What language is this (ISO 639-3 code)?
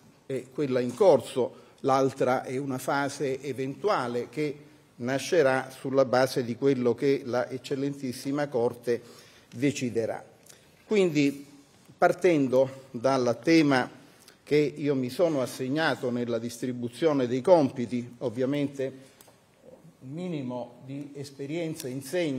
ita